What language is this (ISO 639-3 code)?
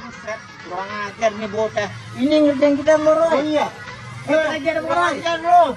bew